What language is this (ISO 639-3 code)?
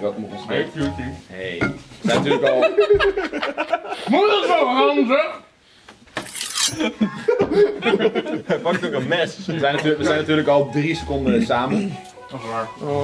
nld